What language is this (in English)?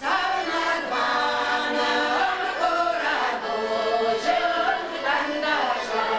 Chuvash